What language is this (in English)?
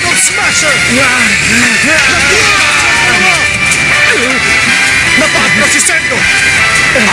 Filipino